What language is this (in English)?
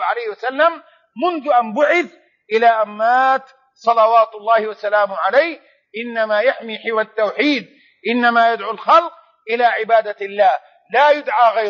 Arabic